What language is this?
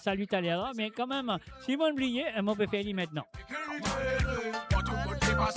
Morisyen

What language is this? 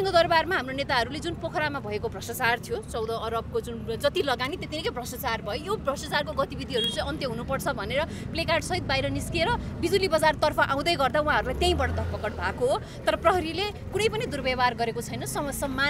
Nepali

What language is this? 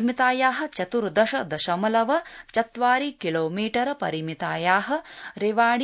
Sanskrit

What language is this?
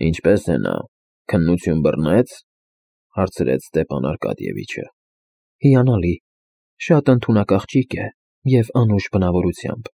Armenian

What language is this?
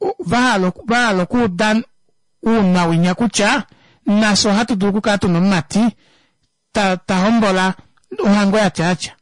Kuanyama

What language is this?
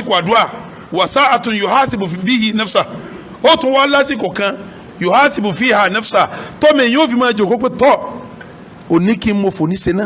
Yoruba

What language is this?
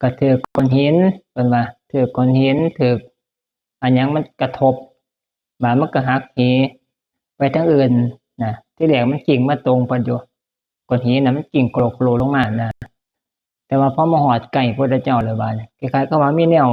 Northeastern Thai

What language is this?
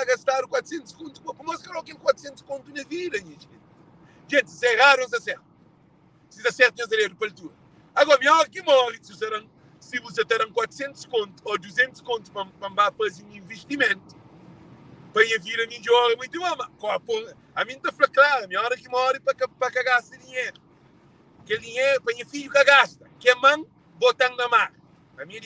Kabuverdianu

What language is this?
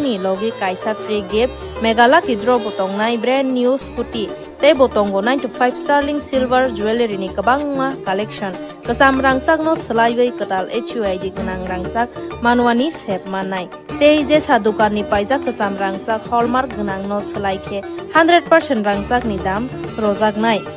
Kok Borok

